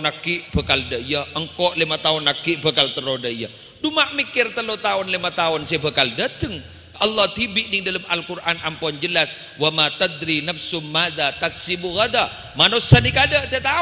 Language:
Madurese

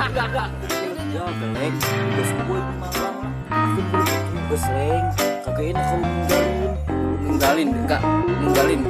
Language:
Betawi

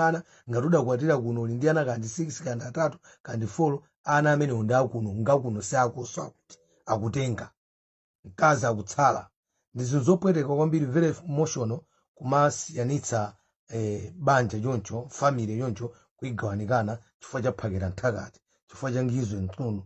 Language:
Nyanja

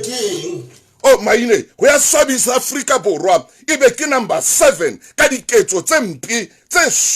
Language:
Southern Sotho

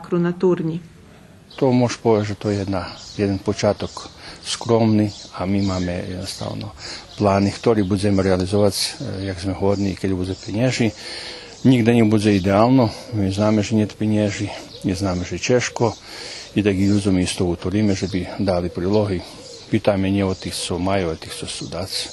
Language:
Rusyn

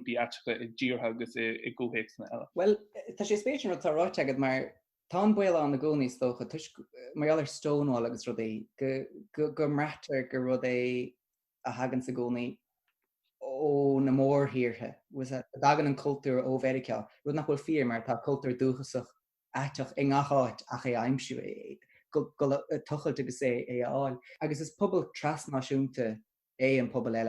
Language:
Irish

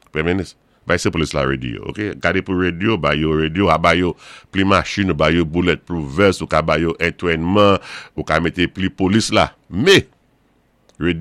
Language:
Saint Lucian Creole French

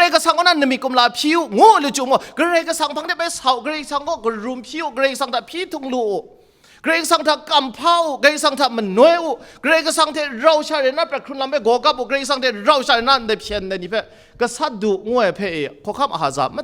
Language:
Kachin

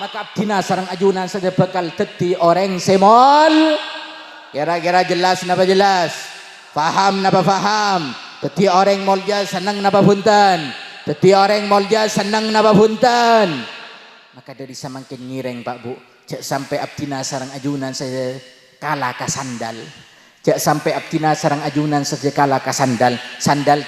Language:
Madurese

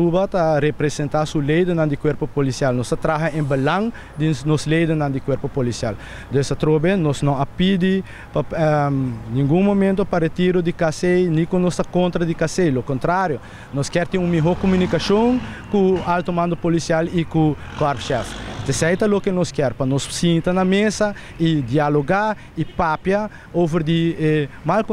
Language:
Papiamento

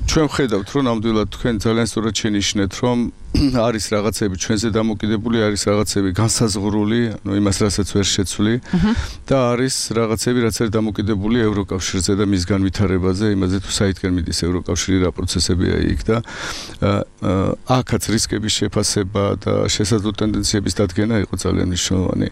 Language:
Georgian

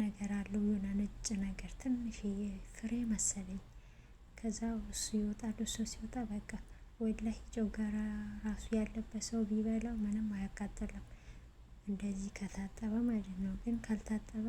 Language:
Amharic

